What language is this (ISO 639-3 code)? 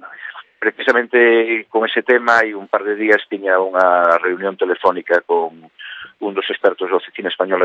glg